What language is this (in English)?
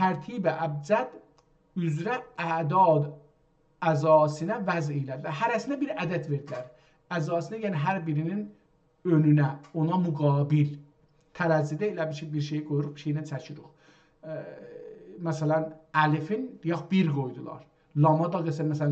South Azerbaijani